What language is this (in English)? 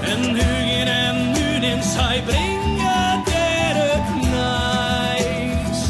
Western Frisian